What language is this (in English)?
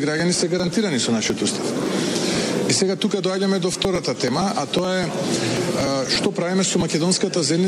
Macedonian